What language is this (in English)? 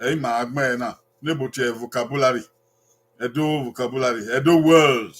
Bini